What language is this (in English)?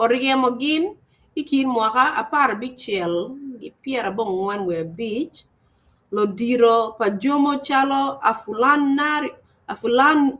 Acoli